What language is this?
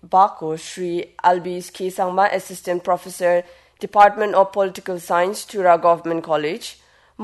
Garo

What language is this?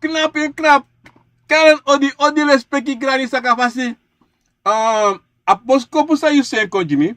Sranan Tongo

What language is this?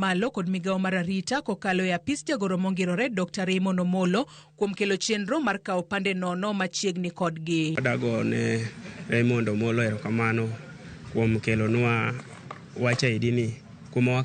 Luo (Kenya and Tanzania)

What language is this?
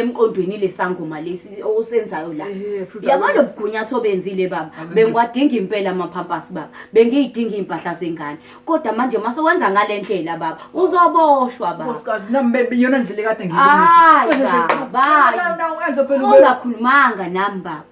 Zulu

